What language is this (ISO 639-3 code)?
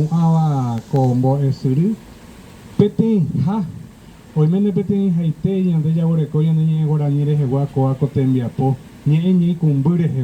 grn